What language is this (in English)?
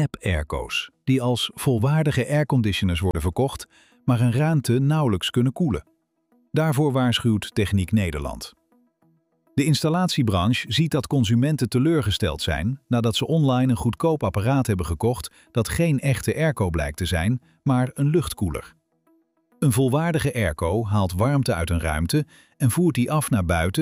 Dutch